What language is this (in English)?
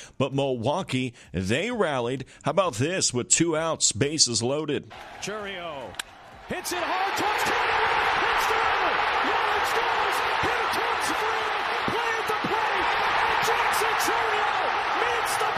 English